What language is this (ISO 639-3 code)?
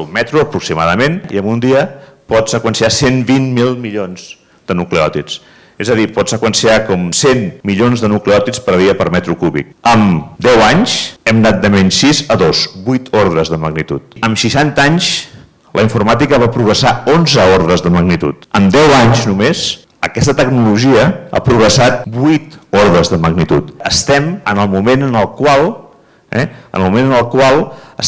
cat